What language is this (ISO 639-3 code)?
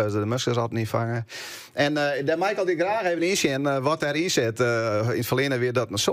fry